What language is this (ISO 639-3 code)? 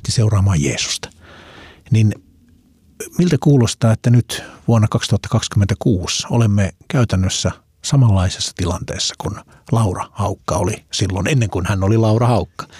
fin